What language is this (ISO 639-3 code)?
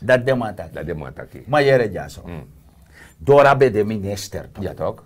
srn